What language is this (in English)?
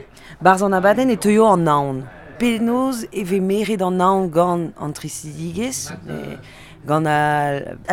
Breton